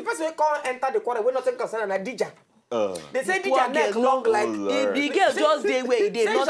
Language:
Nigerian Pidgin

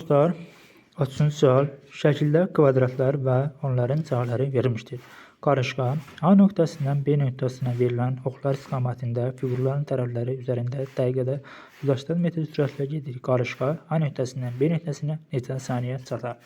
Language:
Azerbaijani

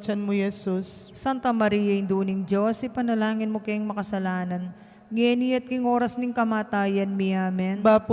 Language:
Pampanga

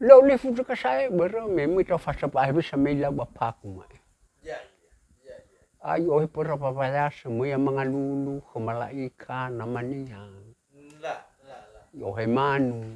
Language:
Nias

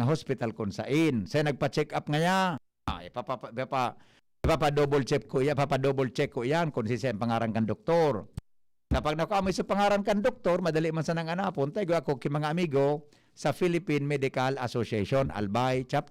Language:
Bikol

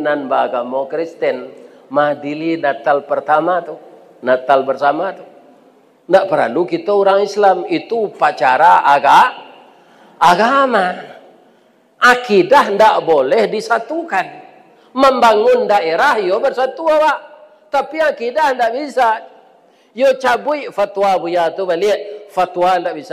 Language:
Minangkabau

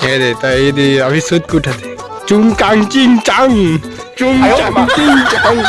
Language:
Chhattisgarhi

